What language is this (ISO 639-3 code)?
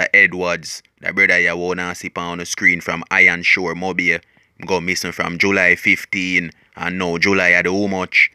jam